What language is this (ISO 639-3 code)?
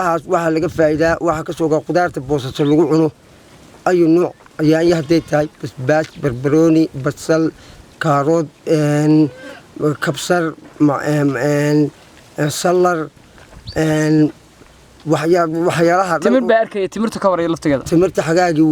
som